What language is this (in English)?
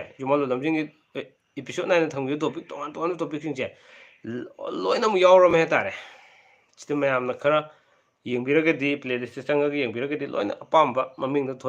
Manipuri